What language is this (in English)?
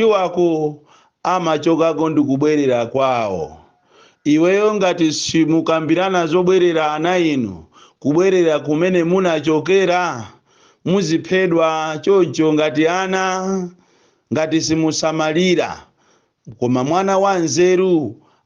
Nyanja